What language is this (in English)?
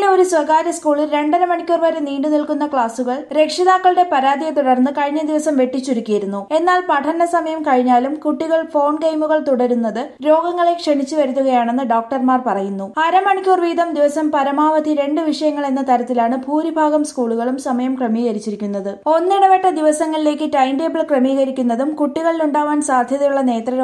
Malayalam